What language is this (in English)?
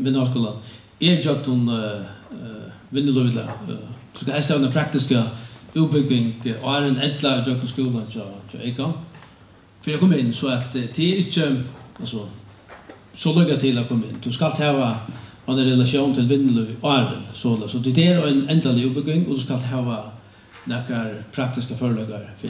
Faroese